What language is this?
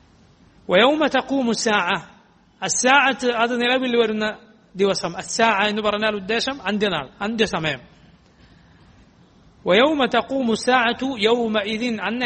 Malayalam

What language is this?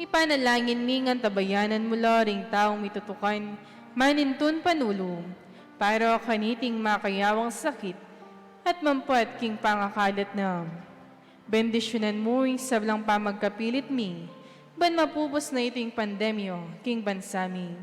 Pampanga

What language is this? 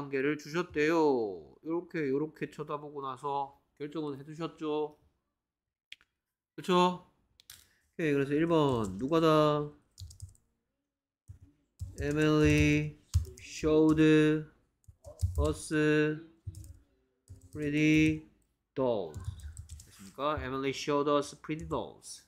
Korean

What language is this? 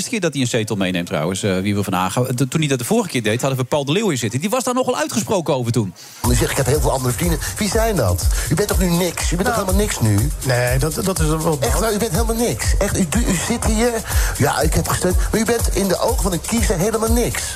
Dutch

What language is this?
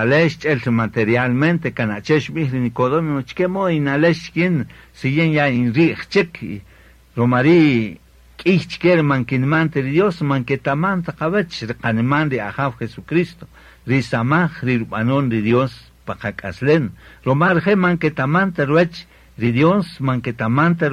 Kaqchikel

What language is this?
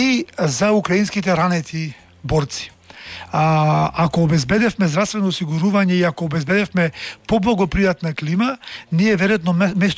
Macedonian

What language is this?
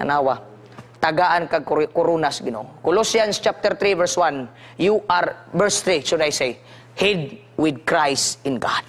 Cebuano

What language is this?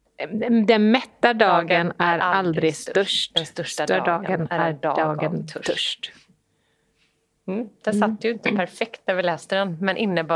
Swedish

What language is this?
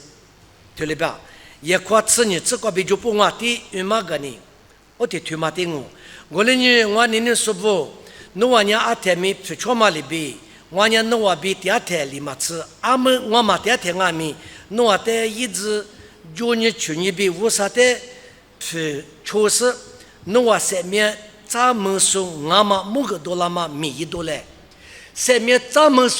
Lisu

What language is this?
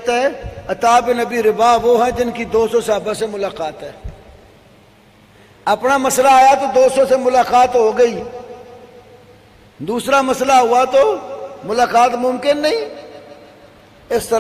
Urdu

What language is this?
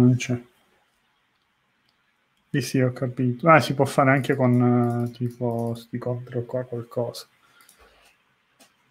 Italian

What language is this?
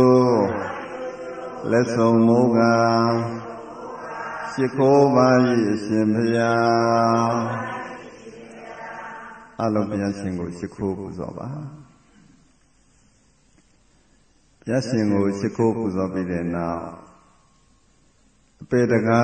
Burmese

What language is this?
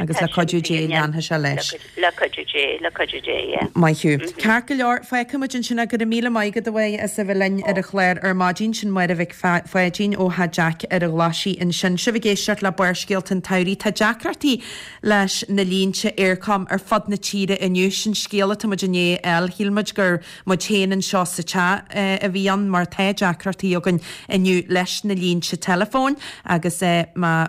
Irish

